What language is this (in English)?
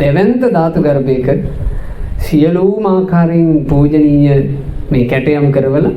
Sinhala